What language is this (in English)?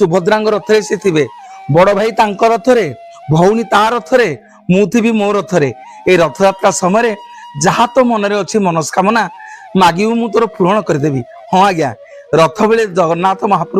Odia